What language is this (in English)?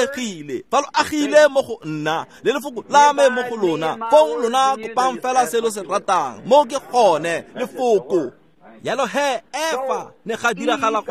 Tswana